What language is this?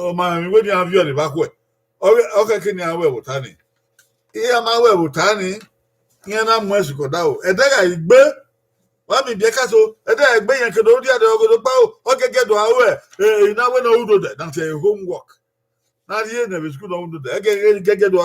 Bini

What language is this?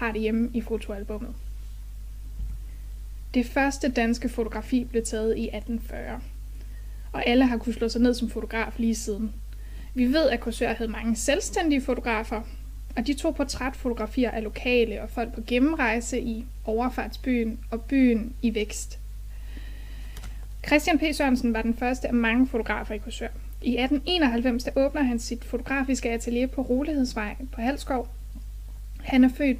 Danish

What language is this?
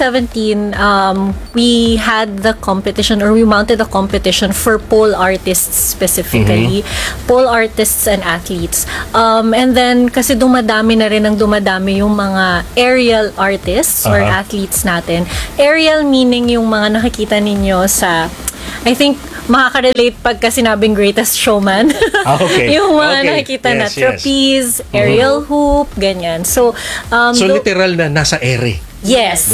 Filipino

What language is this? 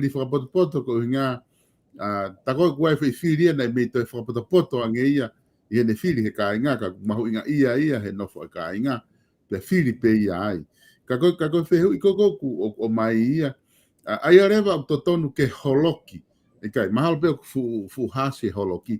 Tongan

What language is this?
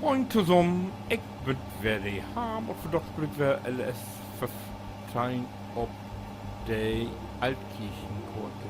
Low German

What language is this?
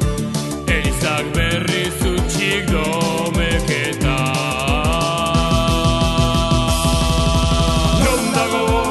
Basque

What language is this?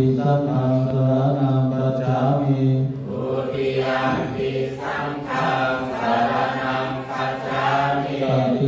Pali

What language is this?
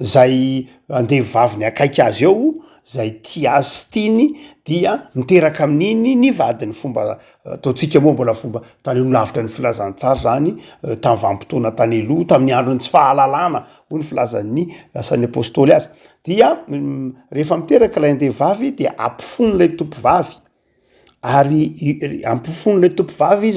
Malagasy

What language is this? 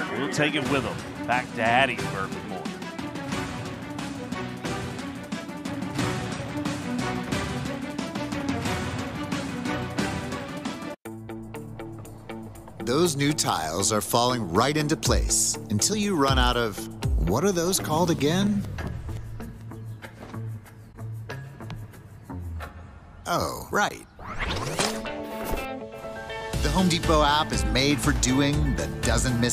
English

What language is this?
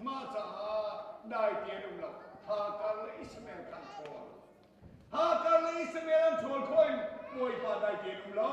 Hakha Chin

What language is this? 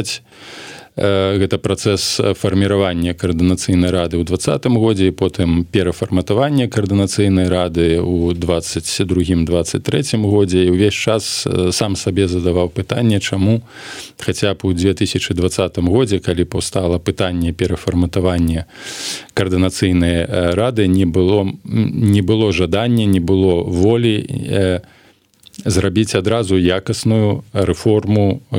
Belarusian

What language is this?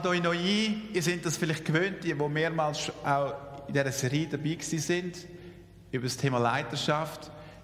Swiss German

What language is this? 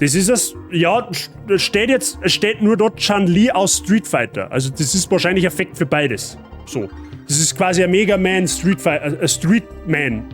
Bavarian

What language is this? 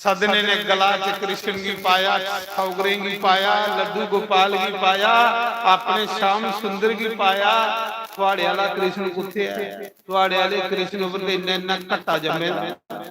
Dogri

